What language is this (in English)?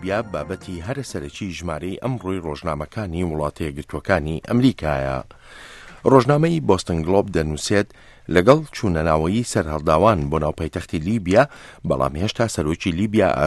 Central Kurdish